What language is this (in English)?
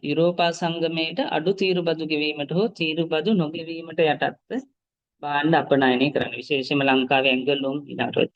Sinhala